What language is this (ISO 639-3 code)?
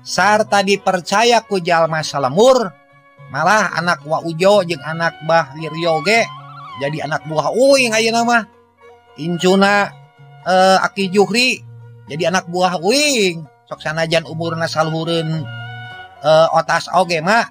sun